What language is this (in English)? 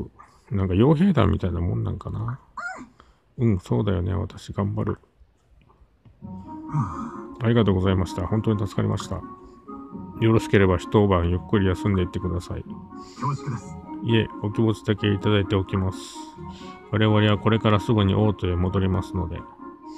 Japanese